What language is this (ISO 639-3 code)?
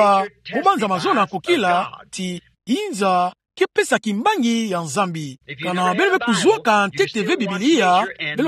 ktu